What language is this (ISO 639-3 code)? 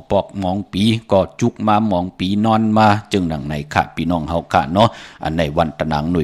shn